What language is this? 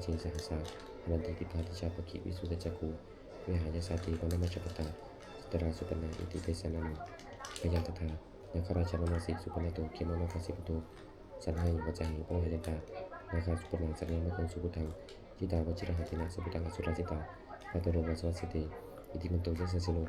Pali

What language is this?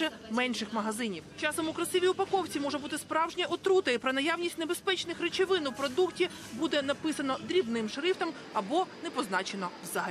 Ukrainian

